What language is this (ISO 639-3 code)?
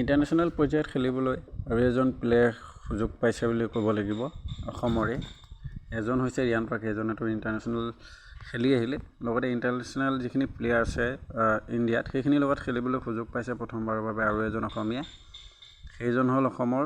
asm